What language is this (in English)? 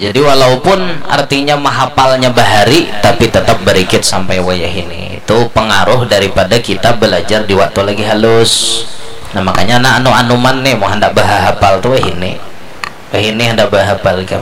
Banjar